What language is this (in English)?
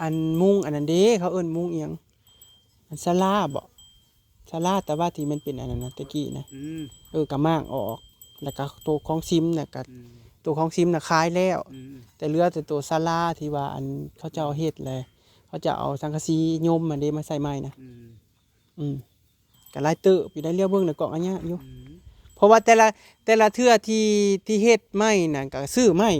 Northeastern Thai